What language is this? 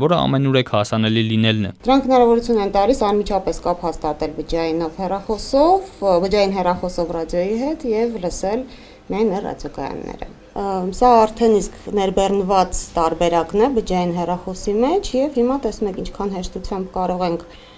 Armenian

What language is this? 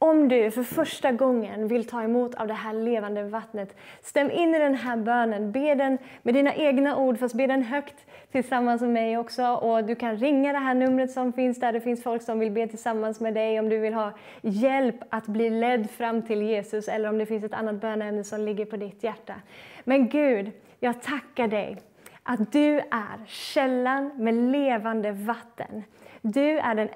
Swedish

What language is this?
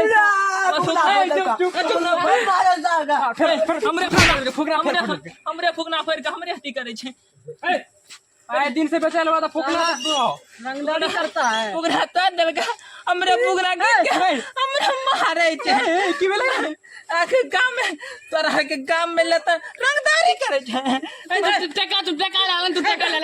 Maithili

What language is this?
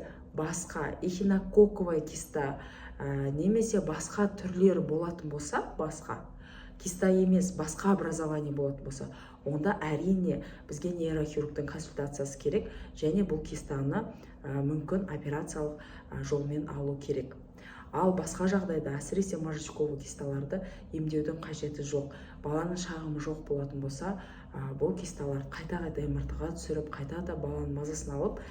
Kazakh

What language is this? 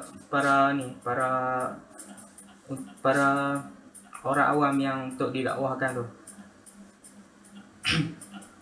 Malay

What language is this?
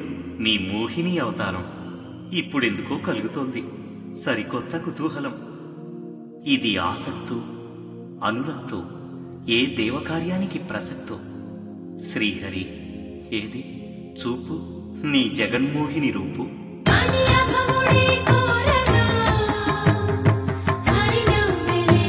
Telugu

